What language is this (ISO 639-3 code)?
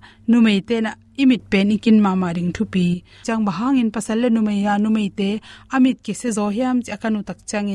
ctd